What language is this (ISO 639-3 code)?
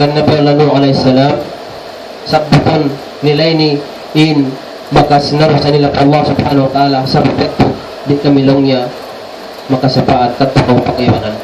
tsg